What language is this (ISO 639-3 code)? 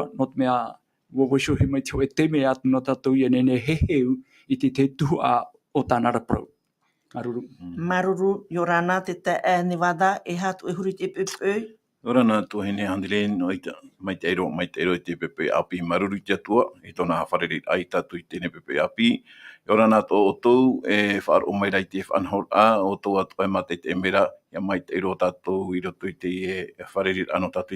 tah